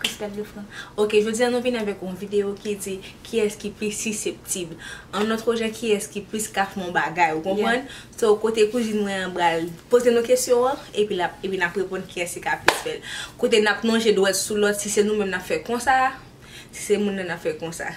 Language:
Haitian Creole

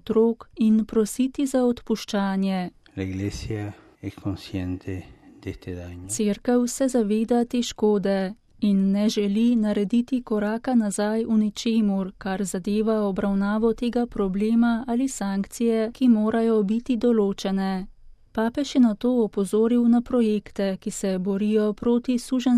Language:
Slovenian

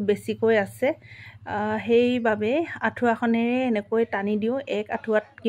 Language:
Assamese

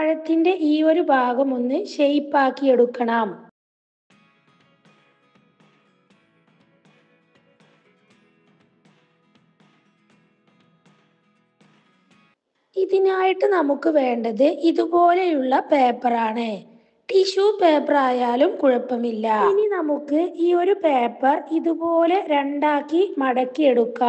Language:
Malayalam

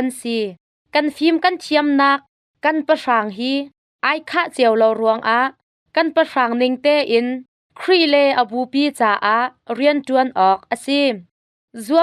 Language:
Hakha Chin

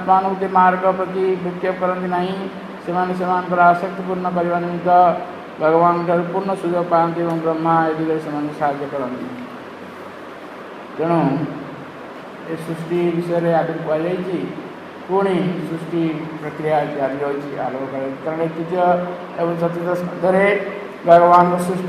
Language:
Odia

